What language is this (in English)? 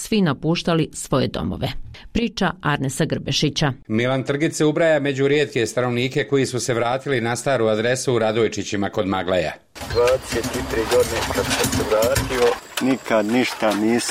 Bosnian